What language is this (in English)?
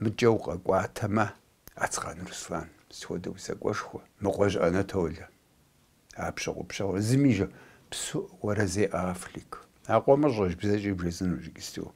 Kabardian